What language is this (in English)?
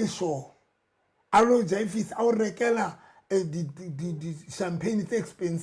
Southern Sotho